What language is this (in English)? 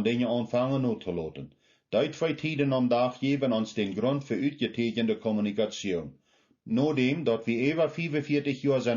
Plautdietsch